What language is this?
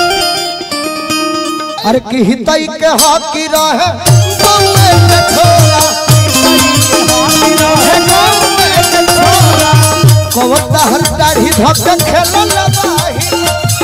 Bhojpuri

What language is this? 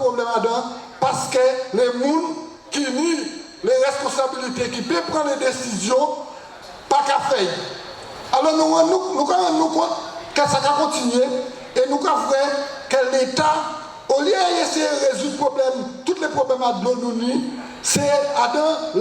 Guadeloupean Creole French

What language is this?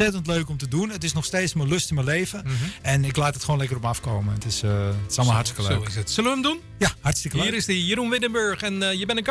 Dutch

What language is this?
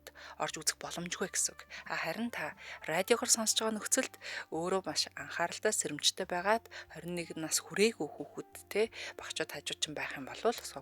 Mongolian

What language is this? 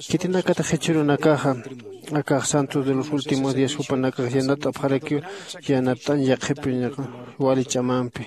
Aymara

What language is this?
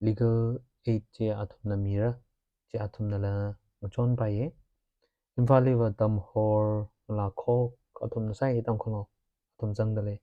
Tangkhul Naga (India)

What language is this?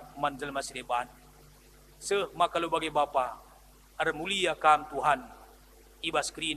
Batak Karo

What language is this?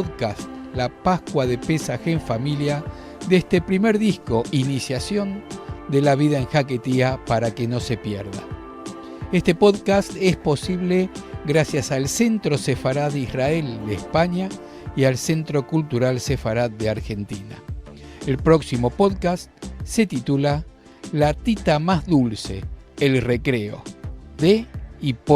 Ladino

